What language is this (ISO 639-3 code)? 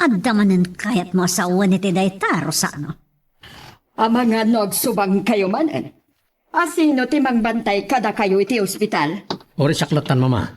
ilo